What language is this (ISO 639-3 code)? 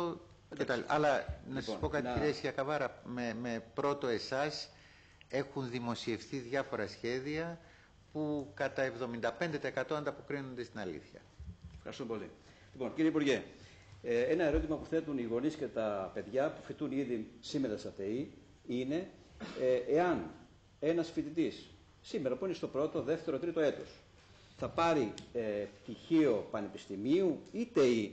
ell